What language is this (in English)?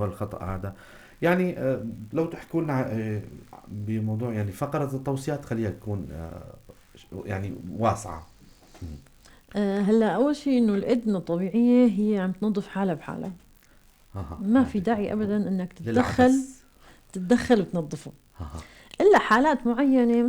North Levantine Arabic